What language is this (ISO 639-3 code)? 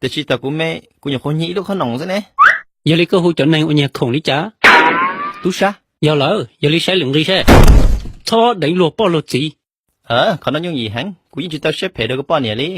hmn